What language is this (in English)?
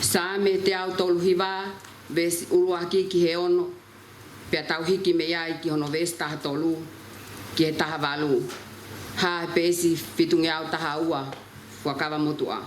Tongan